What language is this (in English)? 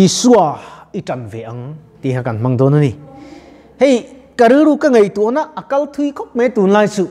Mizo